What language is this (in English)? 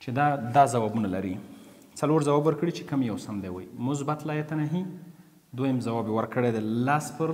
Pashto